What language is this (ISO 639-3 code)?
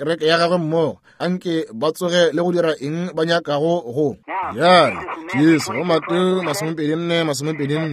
nso